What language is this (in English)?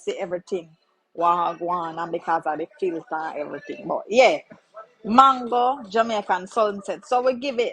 Jamaican Creole English